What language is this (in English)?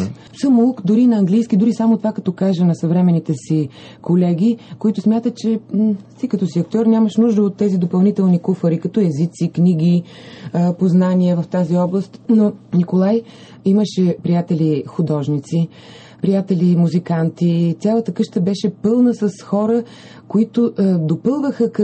Bulgarian